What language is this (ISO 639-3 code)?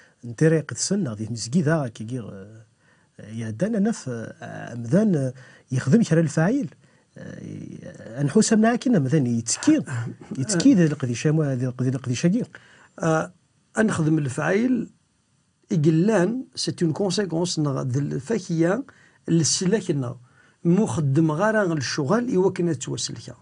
kab